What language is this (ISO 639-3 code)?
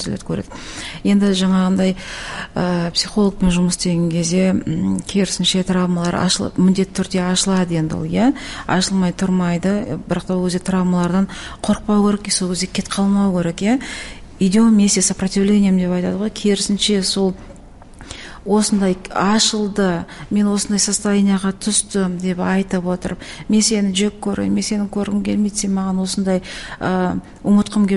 kaz